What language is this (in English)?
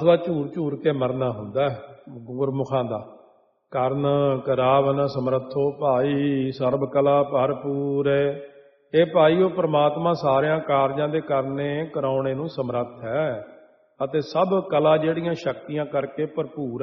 Punjabi